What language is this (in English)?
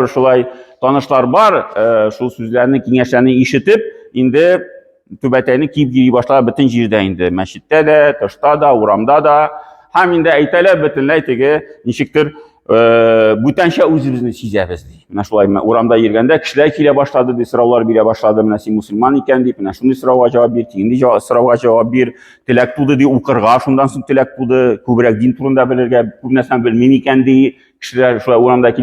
Tatar